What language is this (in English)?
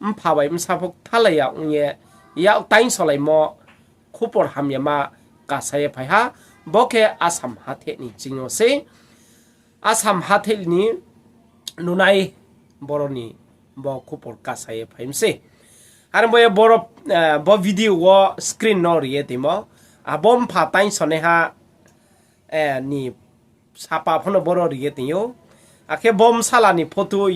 Riang (India)